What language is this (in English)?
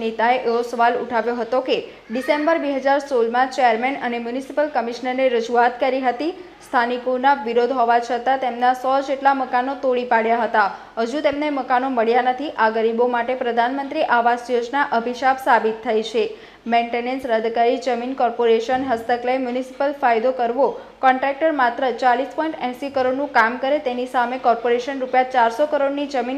Gujarati